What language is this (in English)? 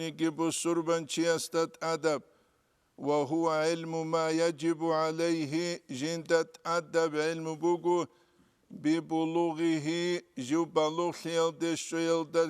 Avaric